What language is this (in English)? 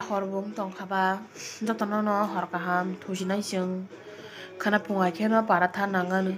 Kok Borok